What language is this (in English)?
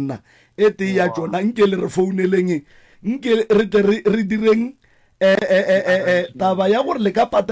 Northern Sotho